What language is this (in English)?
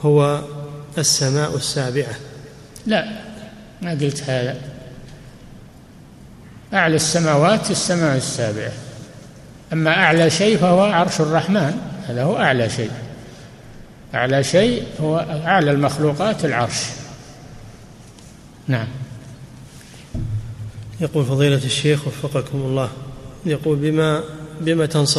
Arabic